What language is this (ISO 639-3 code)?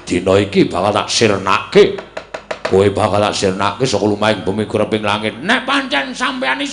jav